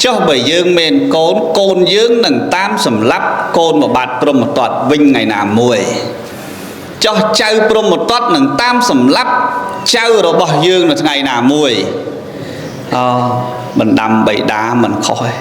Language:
Khmer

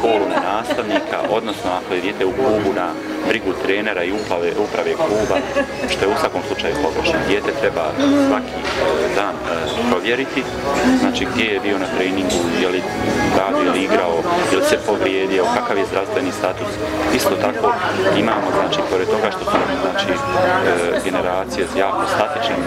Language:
Bosnian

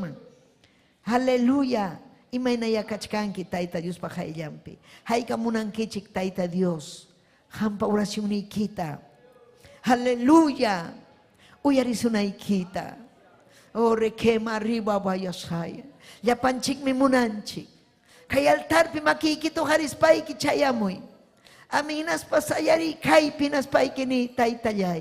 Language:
Ayacucho Quechua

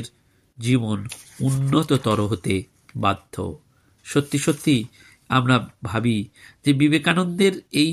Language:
Bangla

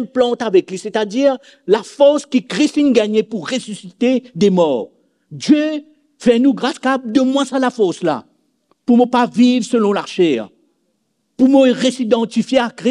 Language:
Morisyen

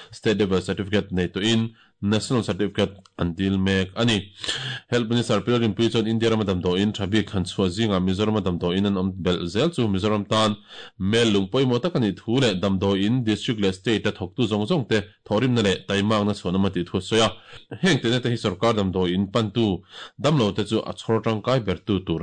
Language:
Mizo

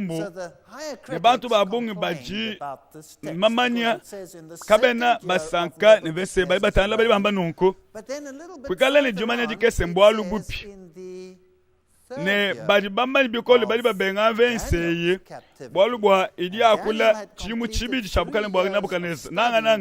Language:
Luba-Lulua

